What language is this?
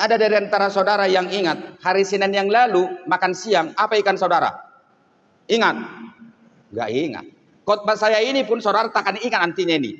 Batak Toba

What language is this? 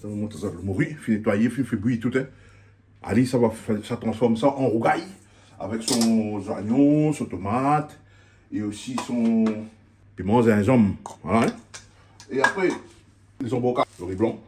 Réunion Creole French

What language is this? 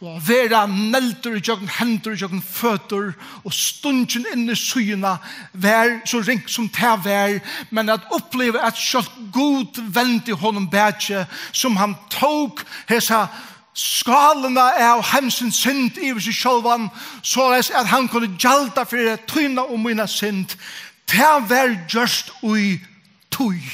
Faroese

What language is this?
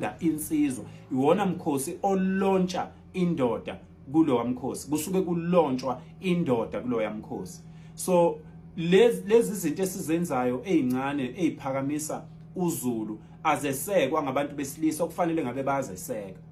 Zulu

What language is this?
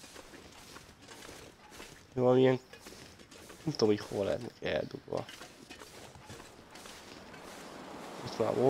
Hungarian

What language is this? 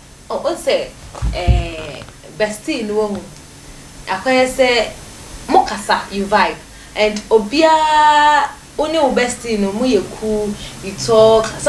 Akan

